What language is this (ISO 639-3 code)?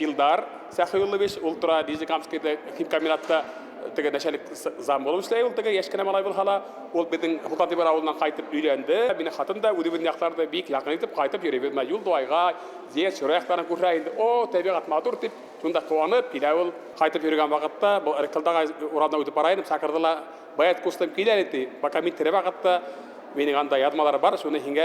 bak